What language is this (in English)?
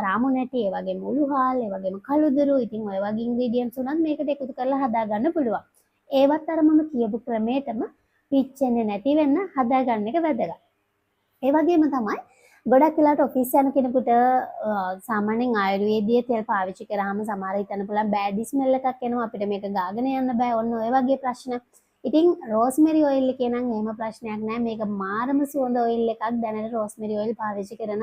Sinhala